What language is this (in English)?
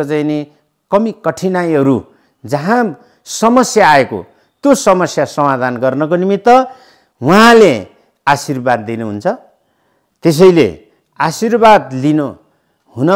Nepali